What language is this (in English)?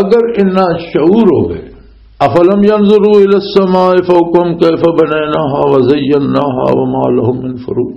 Western Panjabi